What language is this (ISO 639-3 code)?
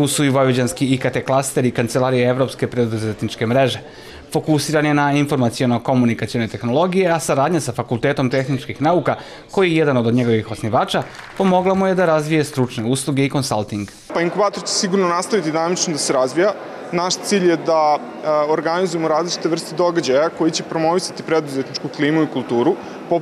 srp